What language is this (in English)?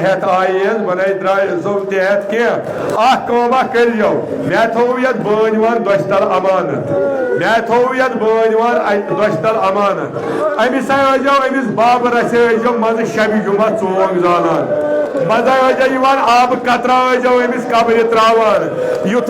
Kashmiri